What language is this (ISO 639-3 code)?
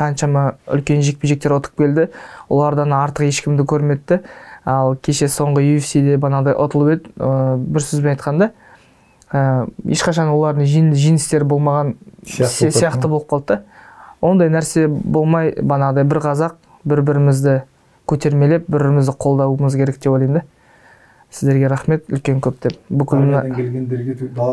kaz